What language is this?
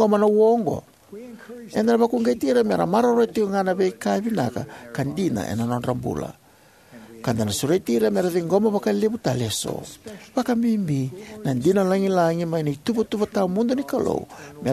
Fijian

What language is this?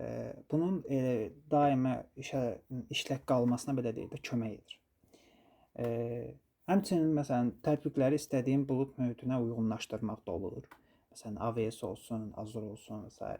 Azerbaijani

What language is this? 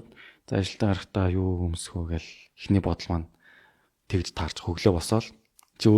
Mongolian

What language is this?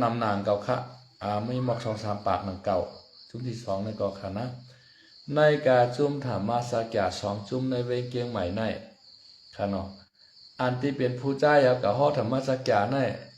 Shan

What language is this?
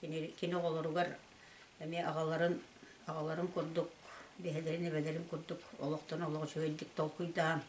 Yakut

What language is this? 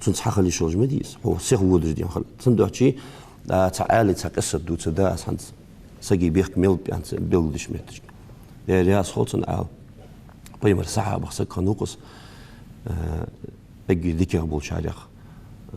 Ingush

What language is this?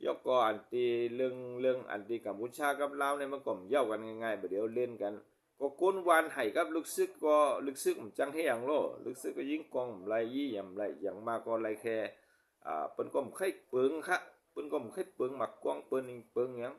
Shan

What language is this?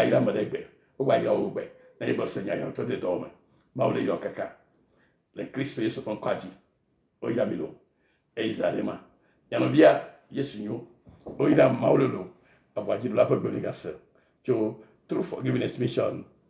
Ewe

